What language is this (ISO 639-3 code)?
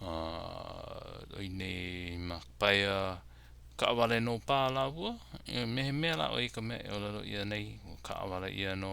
haw